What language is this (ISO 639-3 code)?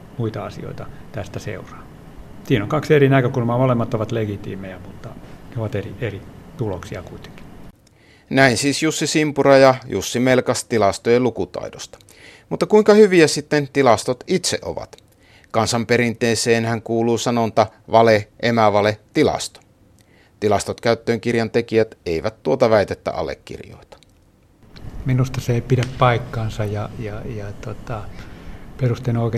fin